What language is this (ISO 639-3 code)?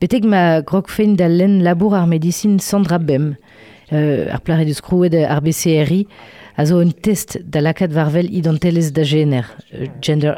bre